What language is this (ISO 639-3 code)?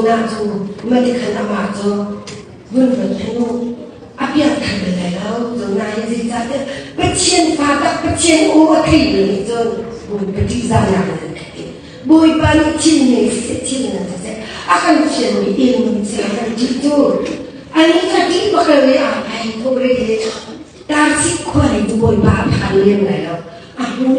cnh